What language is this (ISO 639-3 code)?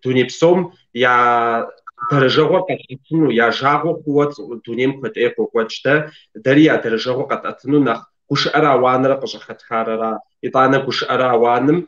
kbd